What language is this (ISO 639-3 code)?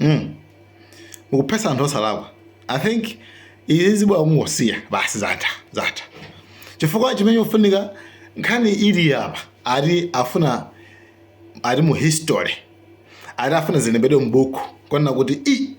nya